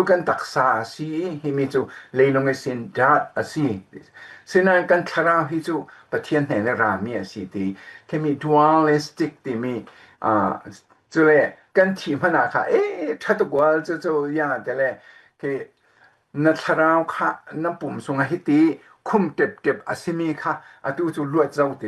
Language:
Falam Chin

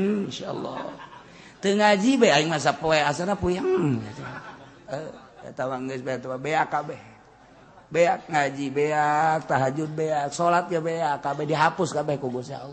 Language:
Sundanese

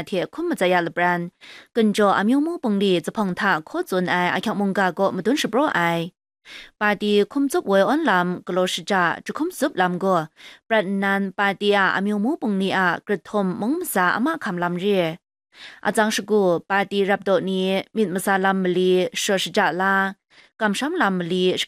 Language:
Kachin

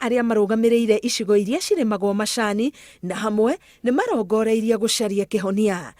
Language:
Kikuyu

